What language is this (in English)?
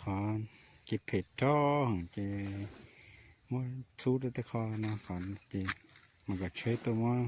Hmong